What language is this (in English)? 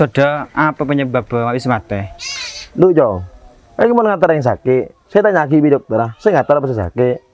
Madurese